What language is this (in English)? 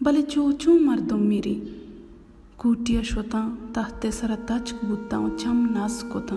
Baluchi